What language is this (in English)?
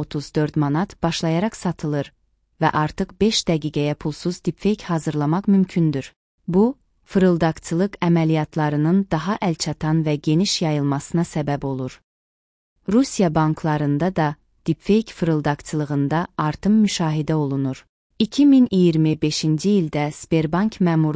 Azerbaijani